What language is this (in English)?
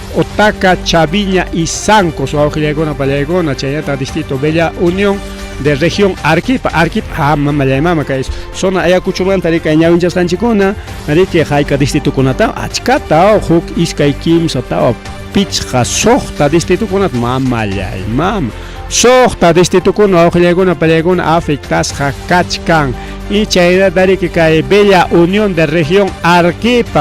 Ayacucho Quechua